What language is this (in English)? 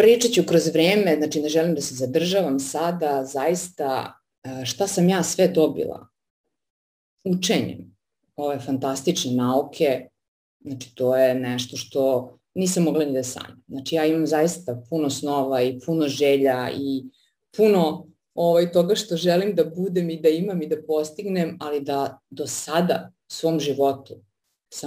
Serbian